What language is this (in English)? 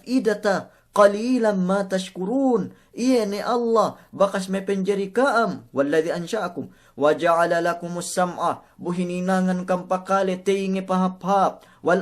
Yakan